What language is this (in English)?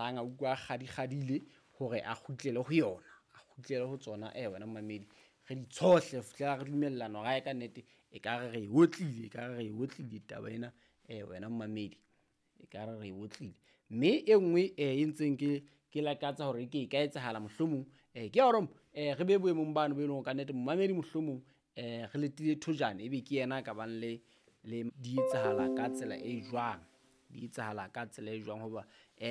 Southern Sotho